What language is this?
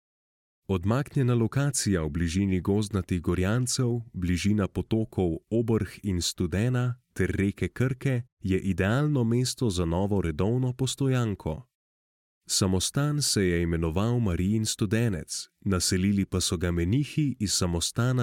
Slovenian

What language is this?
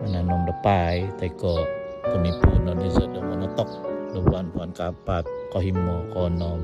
Central Dusun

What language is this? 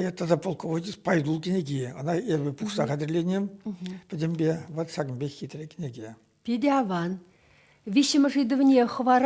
Chuvash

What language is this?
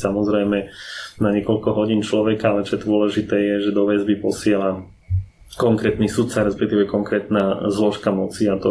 Slovak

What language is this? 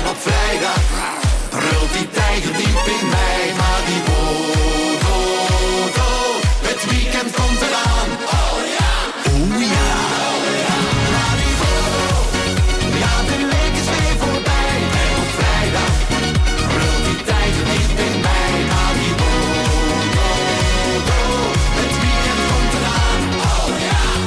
Dutch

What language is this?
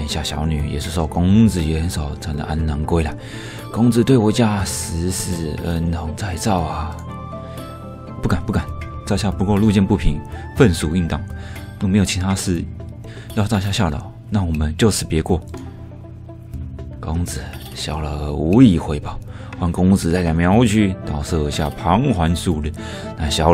Chinese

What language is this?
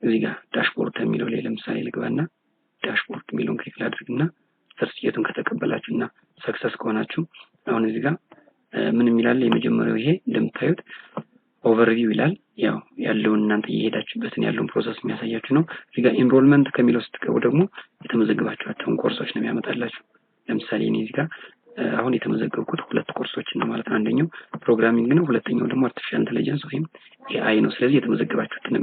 Amharic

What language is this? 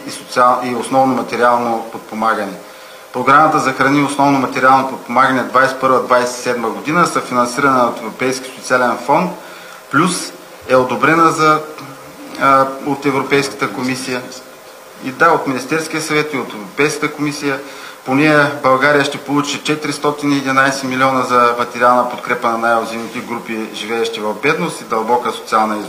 Bulgarian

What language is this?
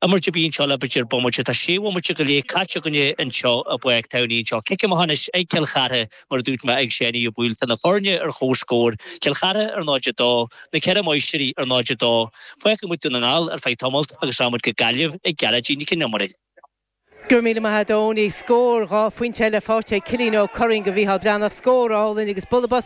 Irish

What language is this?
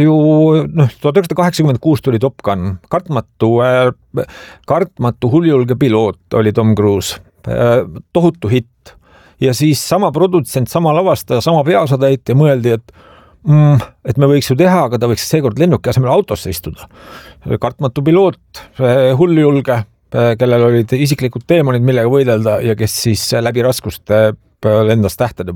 Estonian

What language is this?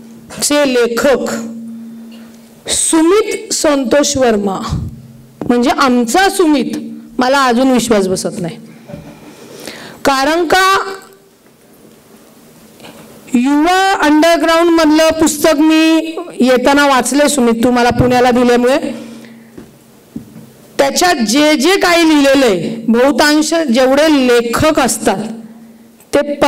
Marathi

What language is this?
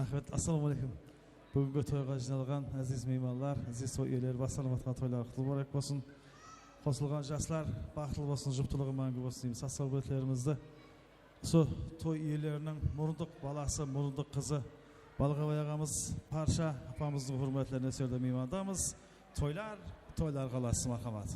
Kara-Kalpak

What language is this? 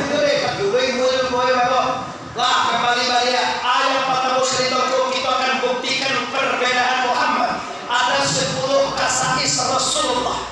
Minangkabau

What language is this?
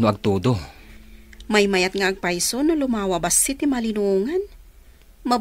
Iloko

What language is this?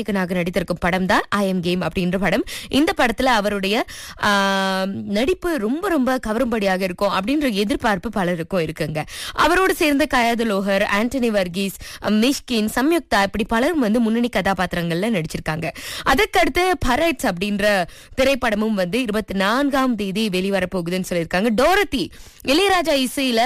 Tamil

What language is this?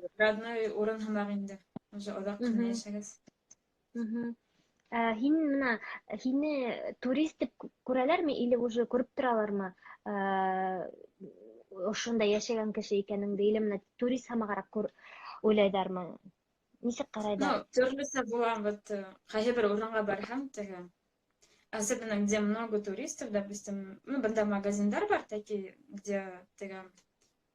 Bashkir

